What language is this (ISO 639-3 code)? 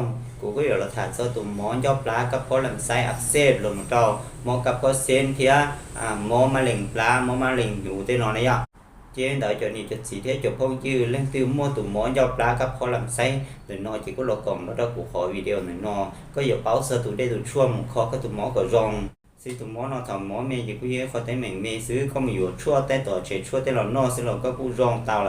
hmn